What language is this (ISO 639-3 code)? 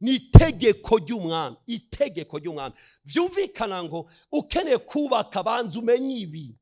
run